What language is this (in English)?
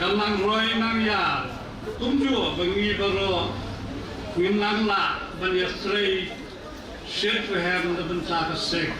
Khasi